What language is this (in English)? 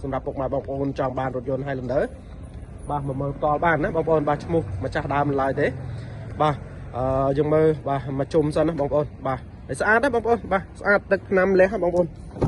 Khmer